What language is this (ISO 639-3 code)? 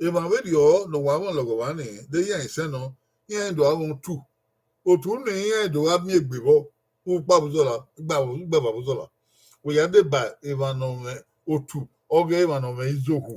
bin